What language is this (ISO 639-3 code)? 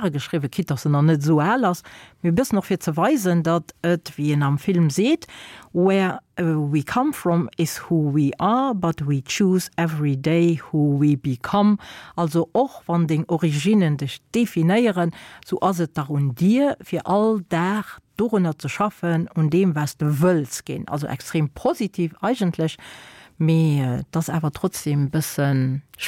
ltz